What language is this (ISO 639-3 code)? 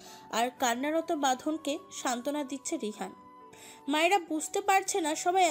ben